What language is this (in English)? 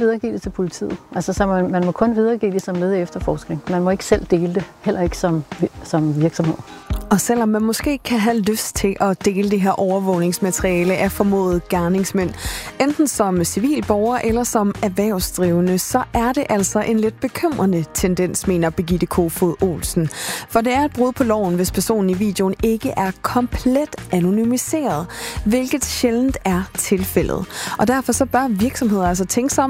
Danish